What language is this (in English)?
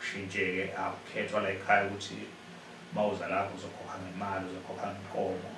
Zulu